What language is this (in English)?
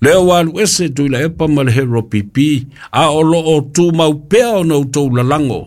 Samoan